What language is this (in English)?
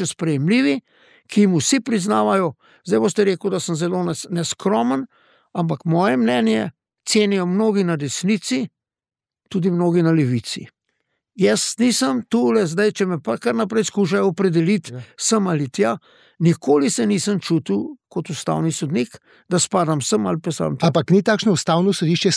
Slovenian